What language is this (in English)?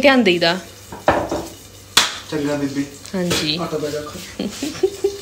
Punjabi